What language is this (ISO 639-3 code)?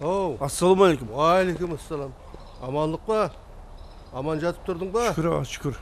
kaa